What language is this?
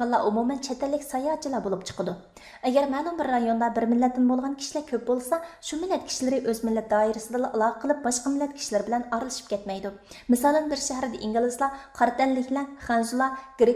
Uyghur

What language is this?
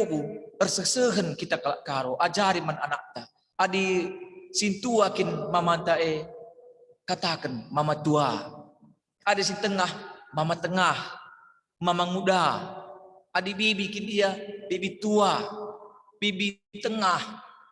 Batak Karo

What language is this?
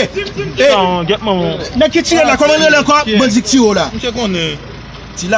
Haitian Creole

